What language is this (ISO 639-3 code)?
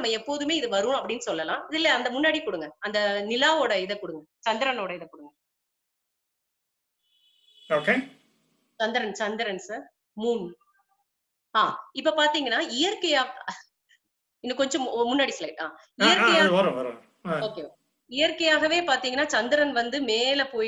tam